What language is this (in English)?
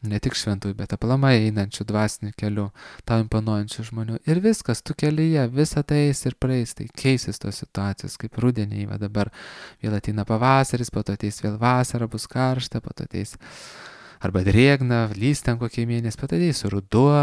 Lithuanian